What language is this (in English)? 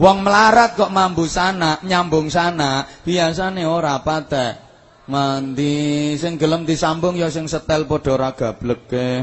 Javanese